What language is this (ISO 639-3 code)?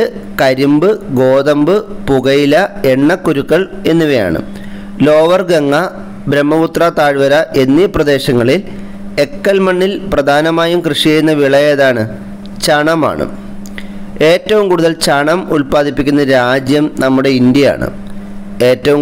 mal